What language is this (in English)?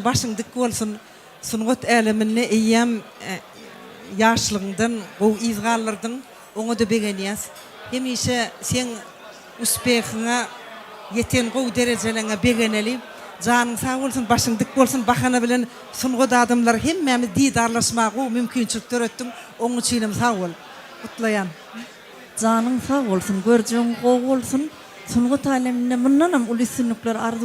Turkmen